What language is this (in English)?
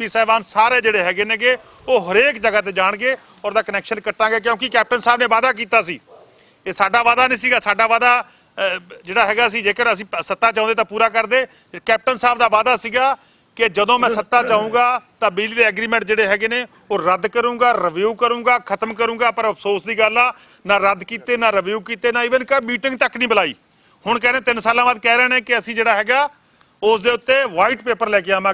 Punjabi